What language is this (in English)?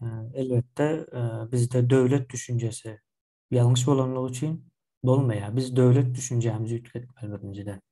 Turkmen